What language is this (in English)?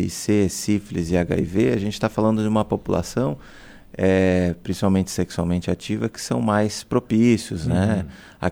Portuguese